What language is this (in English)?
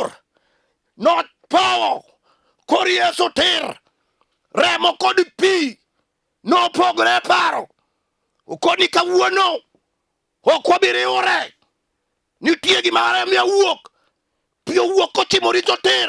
Luo (Kenya and Tanzania)